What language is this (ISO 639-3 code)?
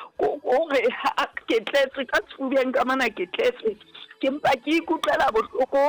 sot